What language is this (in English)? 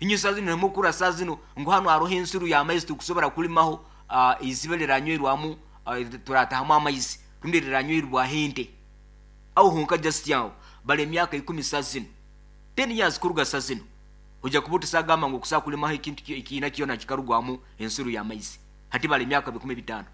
Nyoro